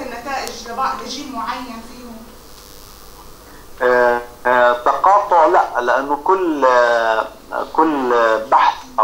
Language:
South Levantine Arabic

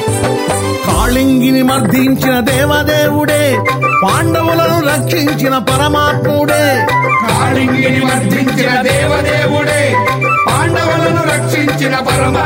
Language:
Telugu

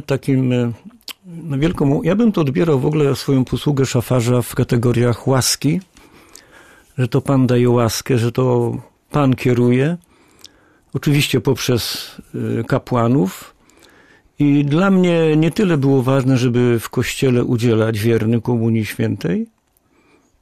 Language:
Polish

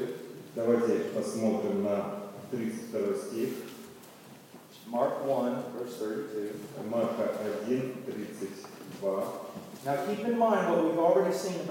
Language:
Russian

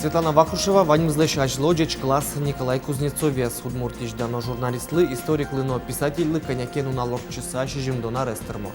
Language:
Udmurt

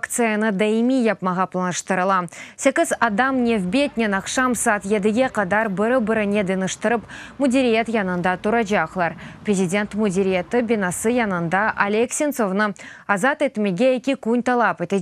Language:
Crimean Tatar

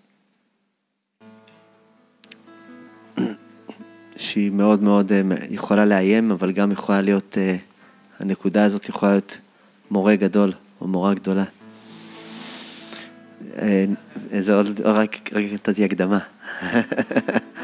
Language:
Hebrew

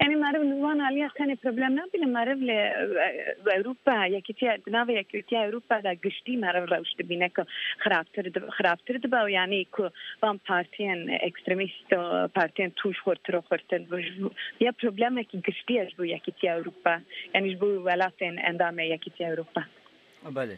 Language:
Kurdish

